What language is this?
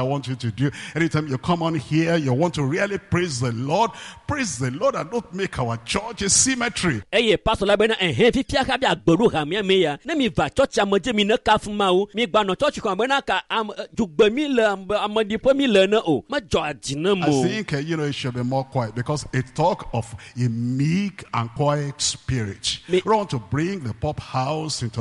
Ewe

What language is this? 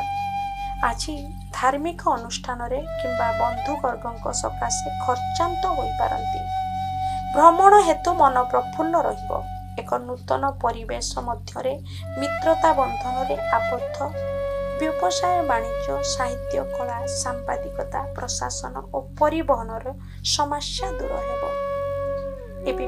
Odia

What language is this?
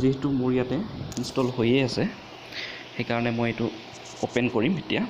Assamese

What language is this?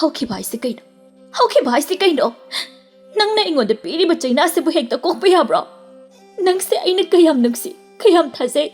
Manipuri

